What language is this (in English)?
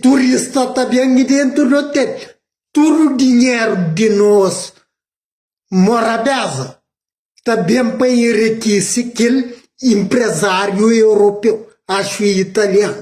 Kabuverdianu